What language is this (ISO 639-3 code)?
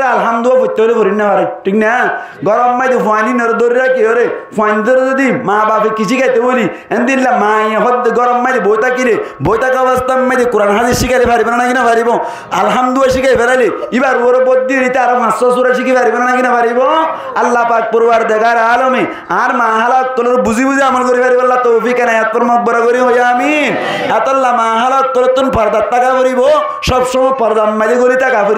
rhg